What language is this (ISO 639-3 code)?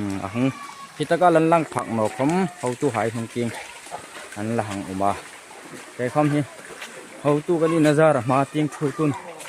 hmr